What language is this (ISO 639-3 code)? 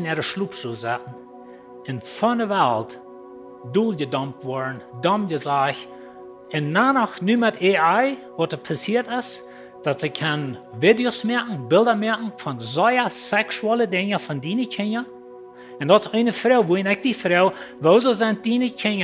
pdt